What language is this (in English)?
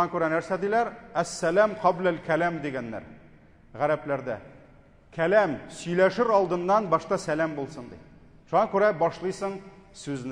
Tatar